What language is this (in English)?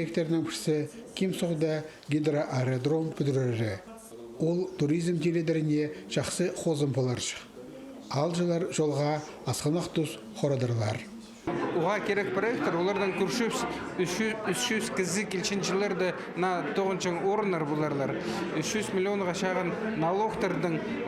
Khakas